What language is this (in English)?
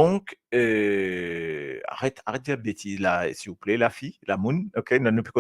Morisyen